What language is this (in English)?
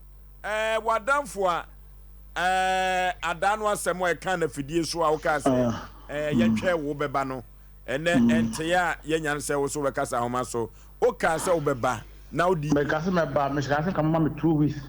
Akan